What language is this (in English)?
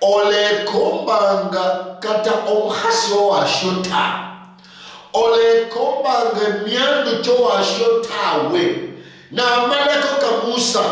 Luyia